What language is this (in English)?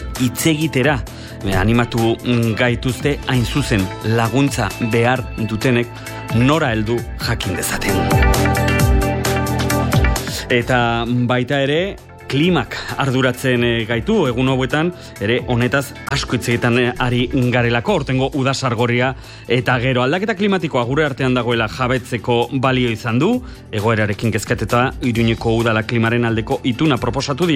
Basque